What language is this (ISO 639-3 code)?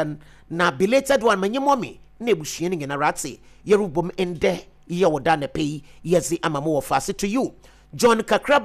aka